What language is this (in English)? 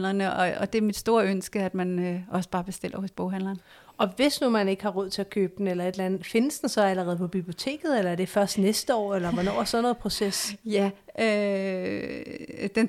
Danish